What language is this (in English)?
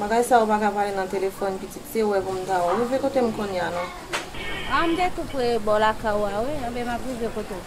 Haitian Creole